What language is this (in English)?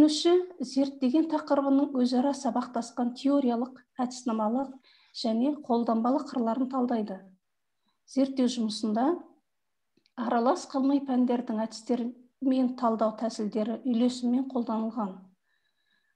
Kazakh